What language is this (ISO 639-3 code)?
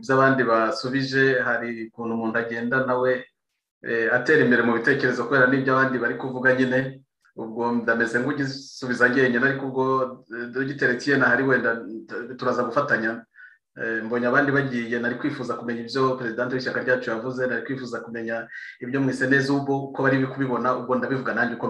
kin